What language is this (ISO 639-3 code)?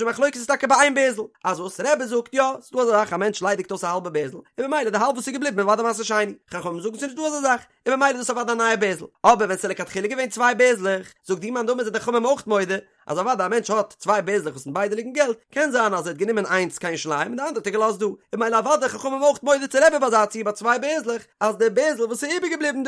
yid